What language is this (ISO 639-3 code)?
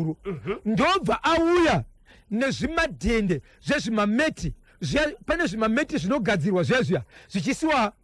sna